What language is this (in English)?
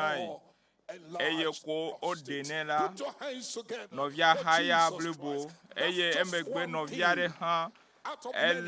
Ewe